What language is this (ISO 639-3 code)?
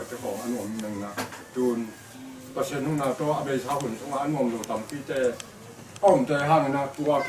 ctd